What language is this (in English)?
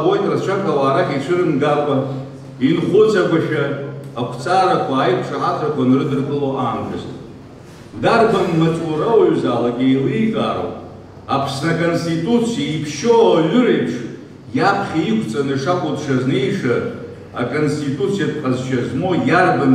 Abkhazian